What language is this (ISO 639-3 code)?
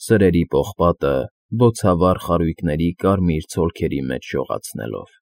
hye